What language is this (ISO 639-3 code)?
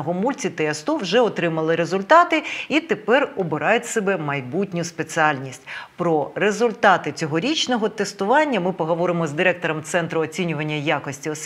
ukr